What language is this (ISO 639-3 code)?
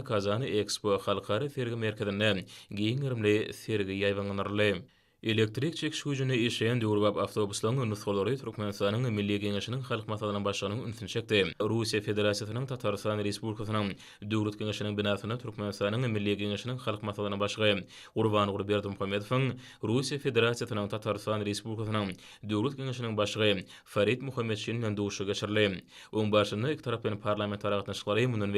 tuk